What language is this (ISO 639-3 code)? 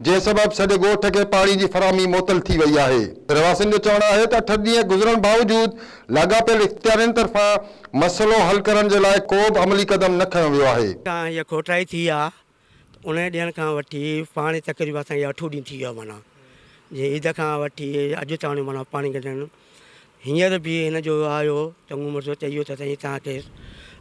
snd